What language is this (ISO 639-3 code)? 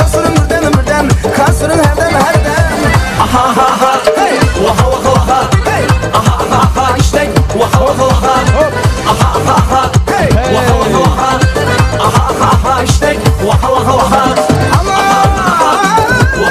kaa